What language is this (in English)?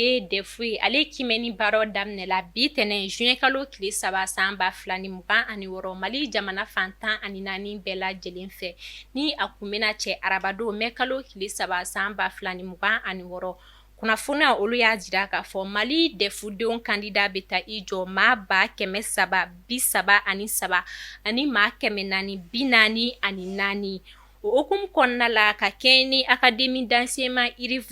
Bambara